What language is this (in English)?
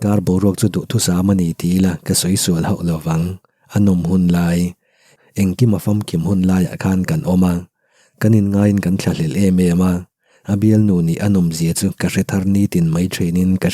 Mizo